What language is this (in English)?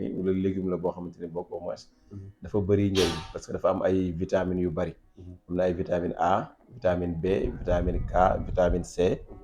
Wolof